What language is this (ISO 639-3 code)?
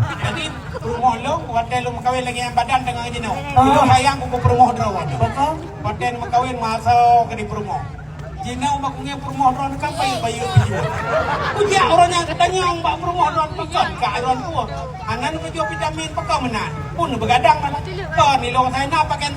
ace